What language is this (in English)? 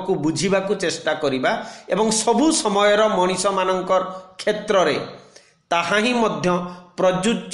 Odia